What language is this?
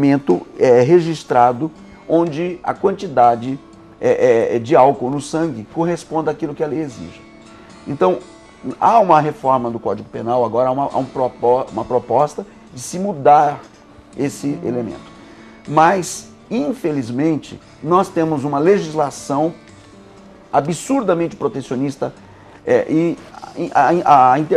Portuguese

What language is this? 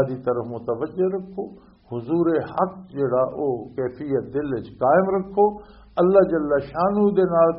Western Panjabi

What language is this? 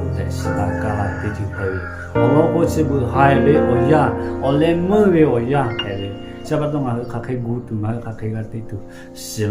Lahu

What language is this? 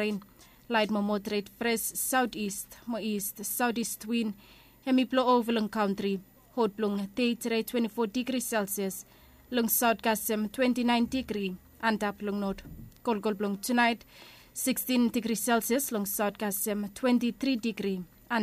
Bislama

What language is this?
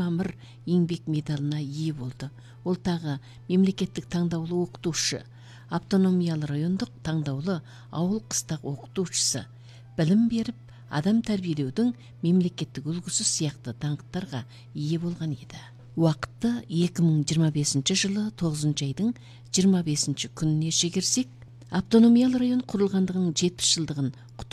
Kazakh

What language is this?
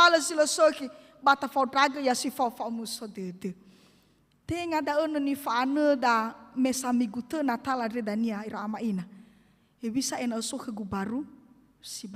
Nias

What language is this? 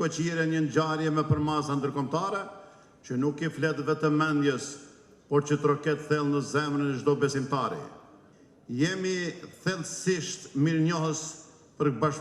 Albanian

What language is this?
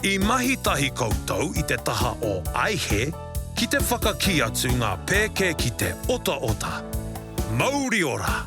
Māori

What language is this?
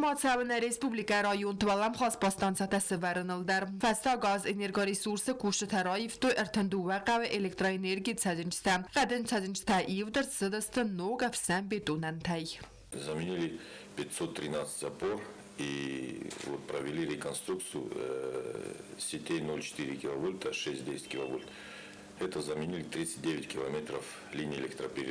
Ossetic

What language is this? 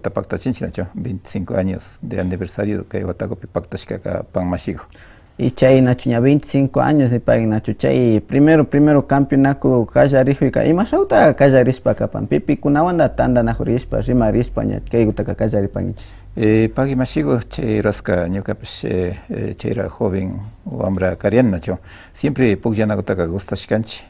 Imbabura Highland Quichua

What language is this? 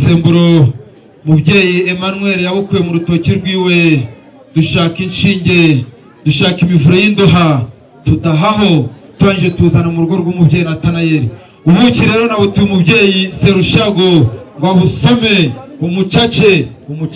Kinyarwanda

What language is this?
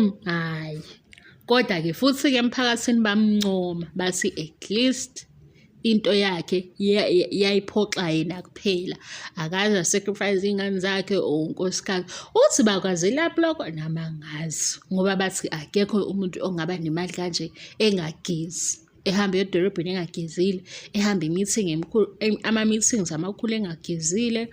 Zulu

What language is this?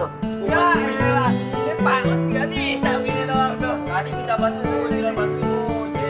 Betawi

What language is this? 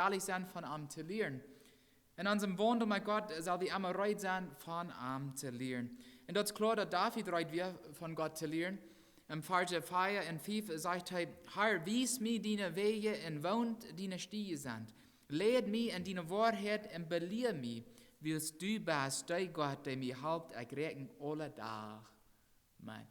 Plautdietsch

